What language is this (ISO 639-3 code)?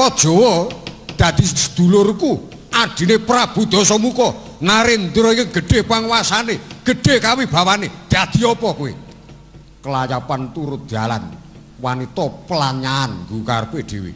jav